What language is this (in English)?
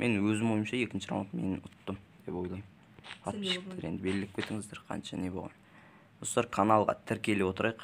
Kazakh